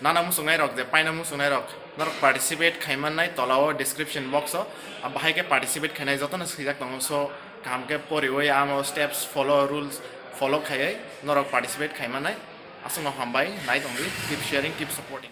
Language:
Kok Borok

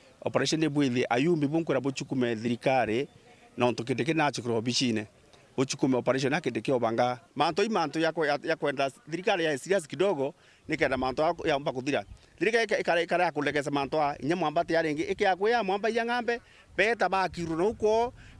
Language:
Meru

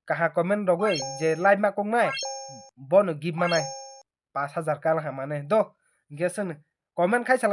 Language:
Kok Borok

